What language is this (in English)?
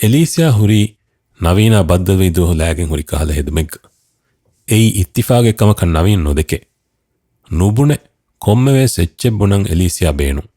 Divehi